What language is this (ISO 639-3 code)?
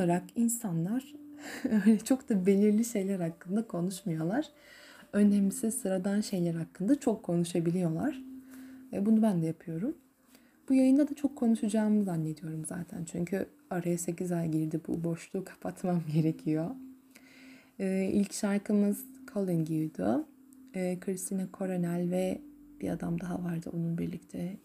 tur